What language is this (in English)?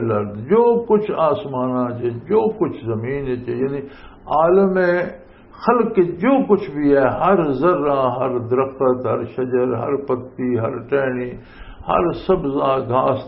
Western Panjabi